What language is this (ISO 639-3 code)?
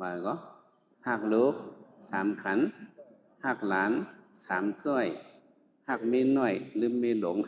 shn